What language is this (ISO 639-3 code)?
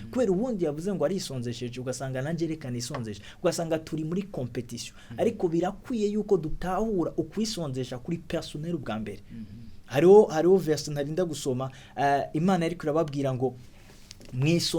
run